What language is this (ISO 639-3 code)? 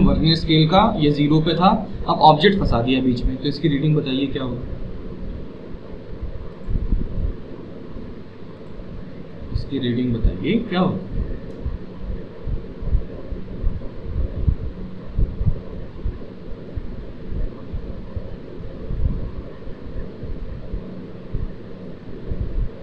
hin